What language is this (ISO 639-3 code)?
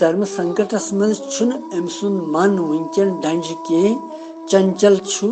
kas